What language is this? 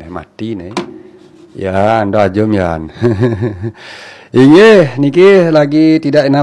Balinese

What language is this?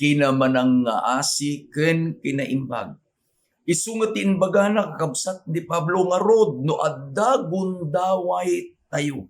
Iloko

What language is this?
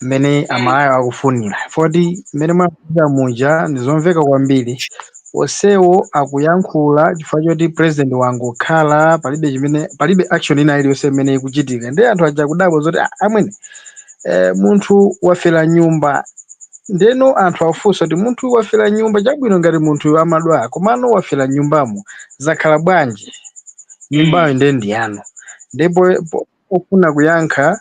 Nyanja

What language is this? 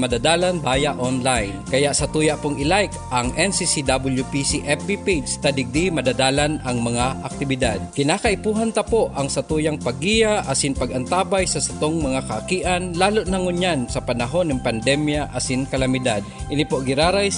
Bikol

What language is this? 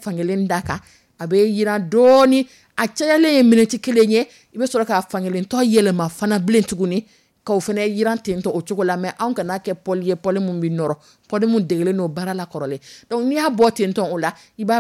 Dyula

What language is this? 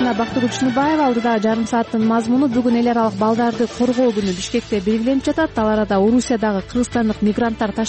Kyrgyz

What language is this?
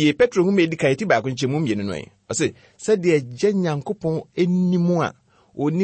Akan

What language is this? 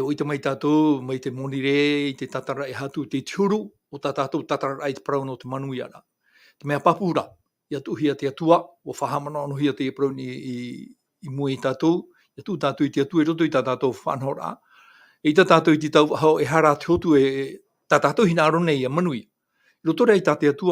Tahitian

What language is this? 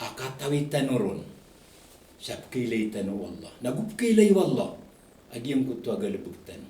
Maranao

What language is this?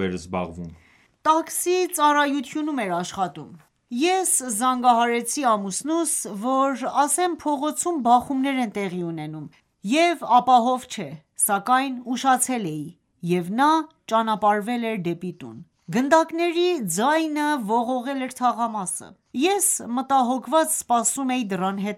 Armenian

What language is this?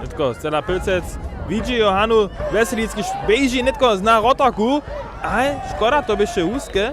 Upper Sorbian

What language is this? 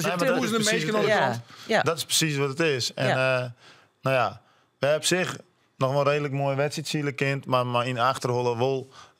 Western Frisian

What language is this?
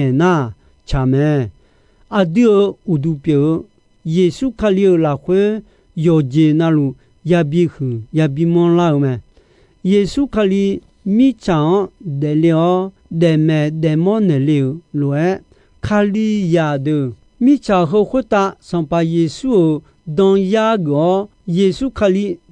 Akha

